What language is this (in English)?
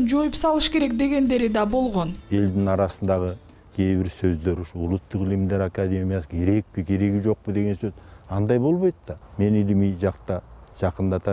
Kyrgyz